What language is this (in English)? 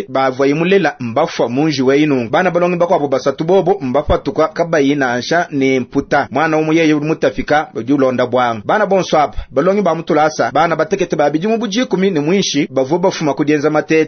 Luba-Lulua